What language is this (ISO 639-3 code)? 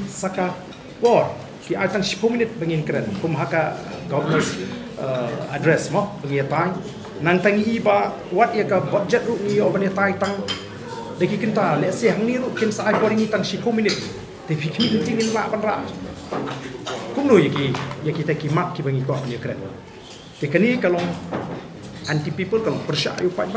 kha